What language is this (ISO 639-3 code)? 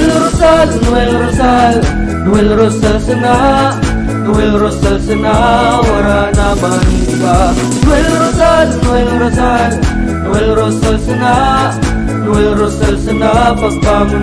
bik